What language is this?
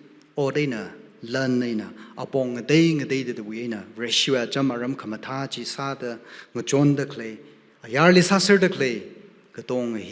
Tangkhul Naga (India)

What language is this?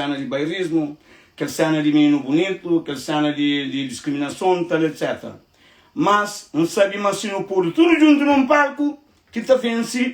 Kabuverdianu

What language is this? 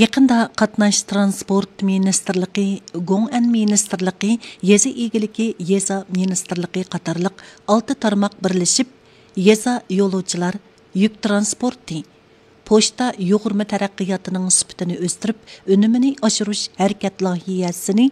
Uyghur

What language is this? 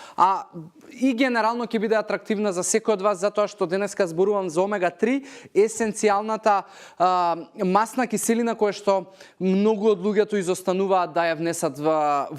Macedonian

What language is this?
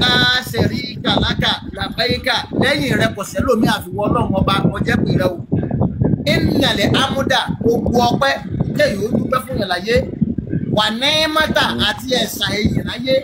Yoruba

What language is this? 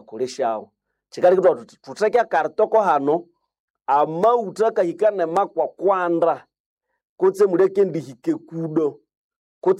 Nande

